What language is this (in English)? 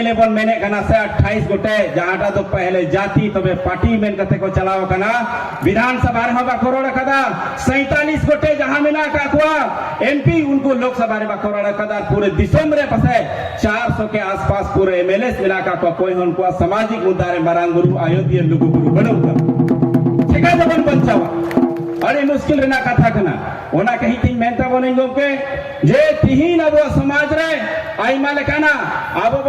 Santali